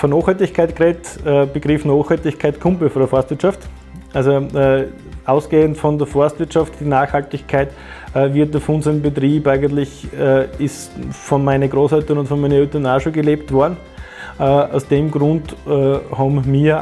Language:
Bavarian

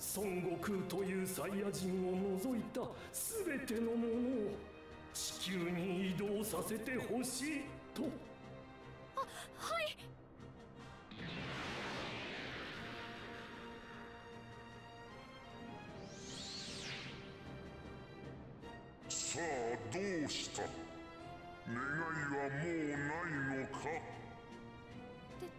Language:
Japanese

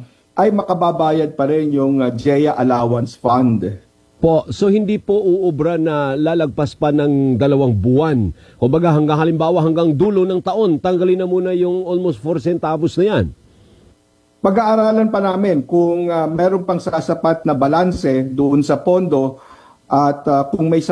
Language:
Filipino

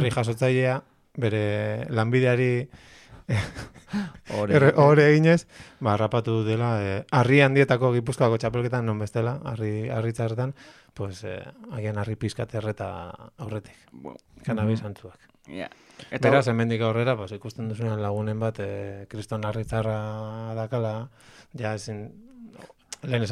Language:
Basque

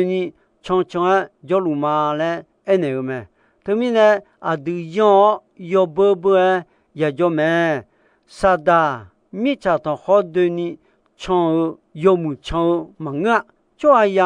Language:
Akha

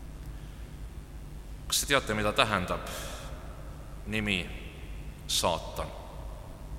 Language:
Estonian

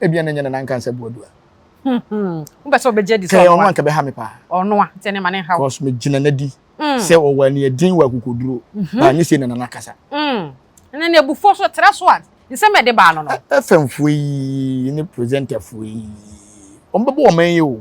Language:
Akan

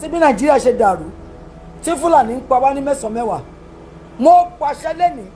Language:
Yoruba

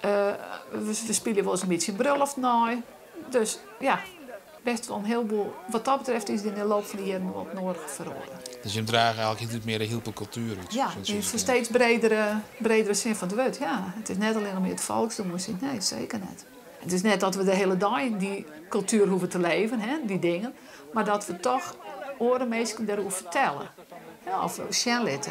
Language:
Western Frisian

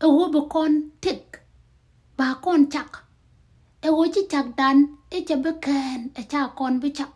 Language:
Nuer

